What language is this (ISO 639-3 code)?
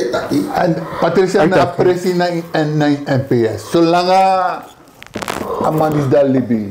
srn